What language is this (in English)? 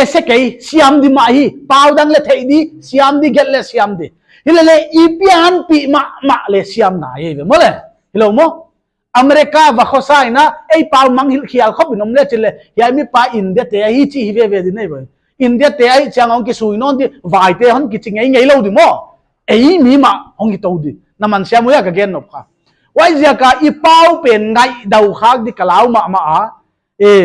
Paite Chin